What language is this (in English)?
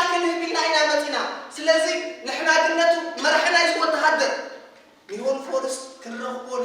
Tigrinya